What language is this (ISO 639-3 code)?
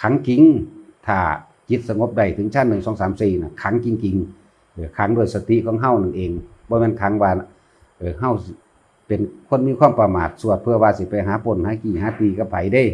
lao